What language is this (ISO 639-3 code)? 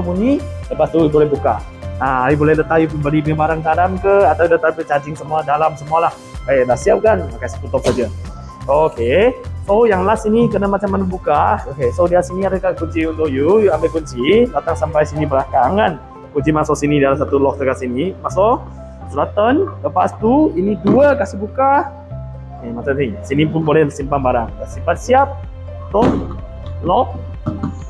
msa